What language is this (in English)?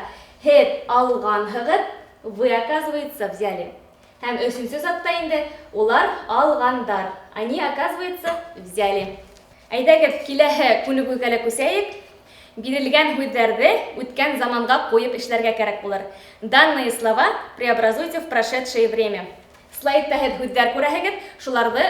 Bashkir